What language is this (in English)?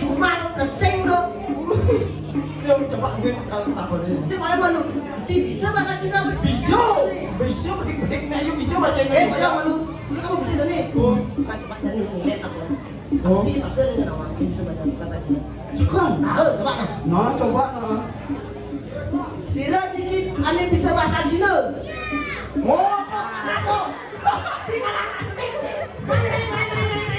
Indonesian